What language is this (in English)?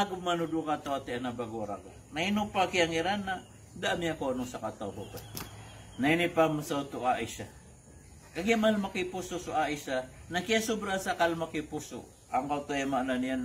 Maranao